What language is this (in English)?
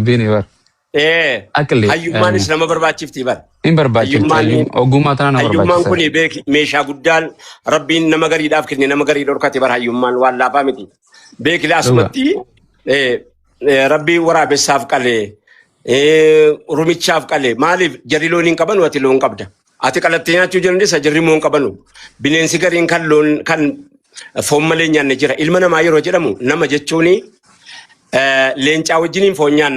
Oromo